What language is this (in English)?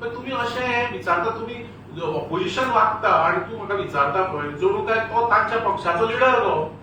Konkani